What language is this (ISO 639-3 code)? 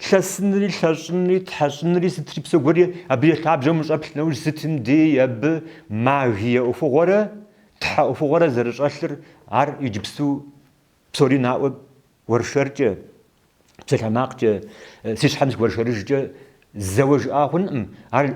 kbd